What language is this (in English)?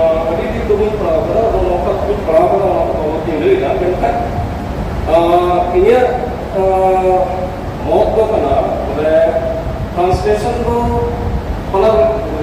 Santali